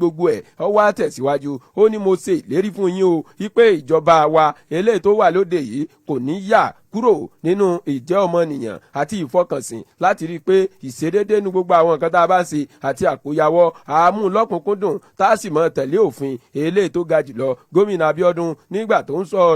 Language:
Yoruba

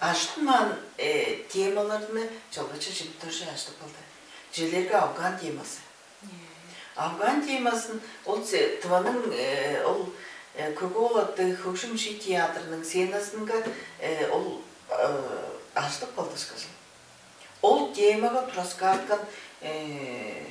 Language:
Tuvinian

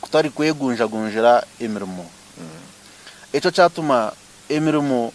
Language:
Nyankole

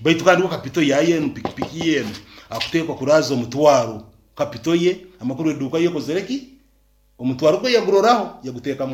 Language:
Nyankole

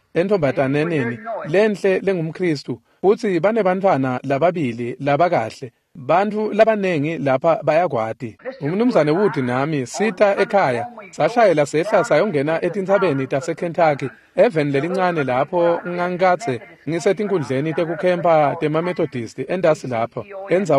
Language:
Swati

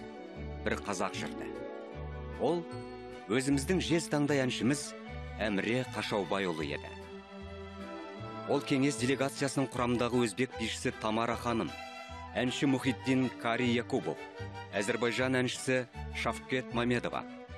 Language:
Kazakh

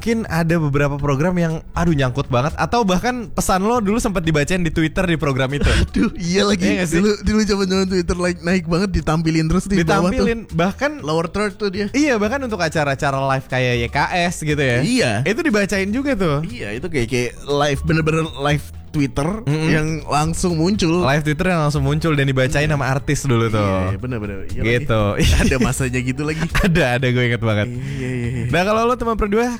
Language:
Indonesian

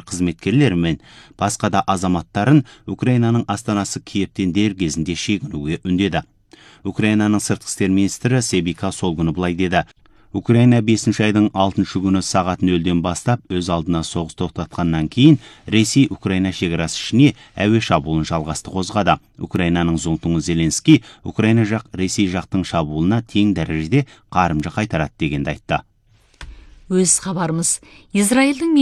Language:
Kazakh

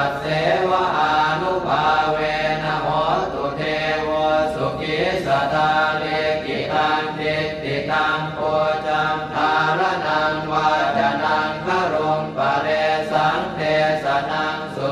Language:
Pali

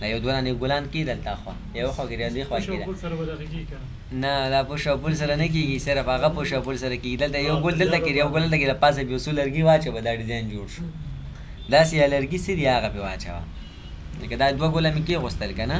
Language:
Pashto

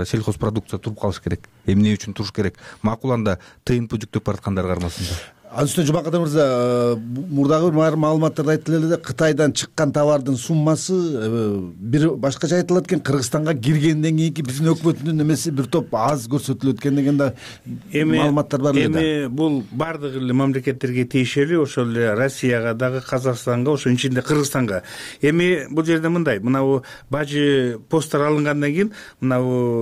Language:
Kyrgyz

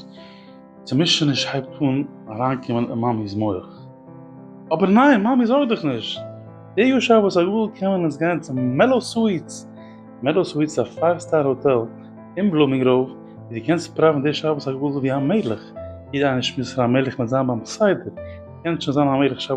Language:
Yiddish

